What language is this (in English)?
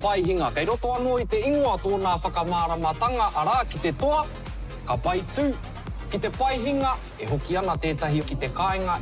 Māori